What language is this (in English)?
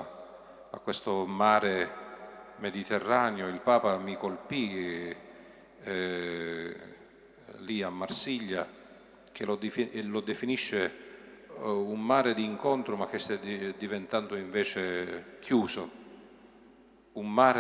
Italian